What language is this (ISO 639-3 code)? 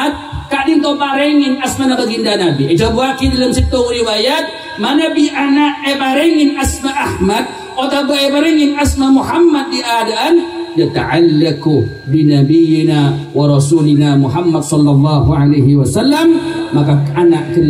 mad